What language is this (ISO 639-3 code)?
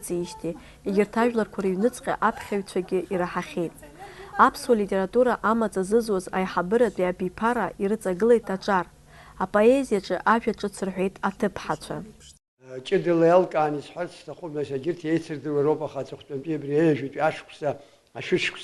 abk